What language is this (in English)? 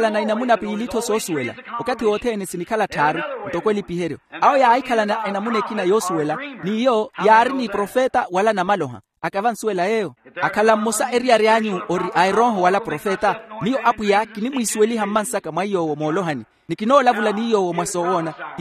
Makhuwa